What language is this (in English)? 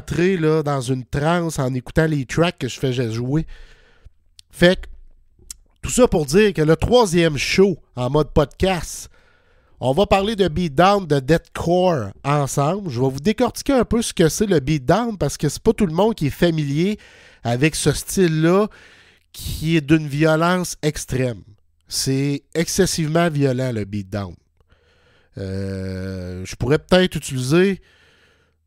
French